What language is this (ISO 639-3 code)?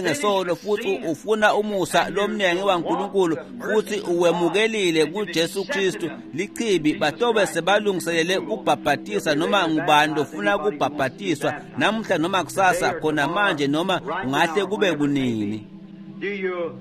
ssw